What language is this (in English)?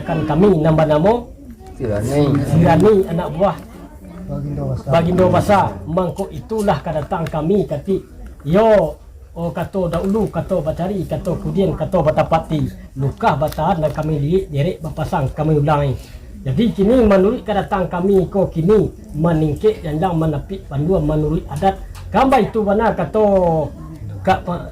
Minangkabau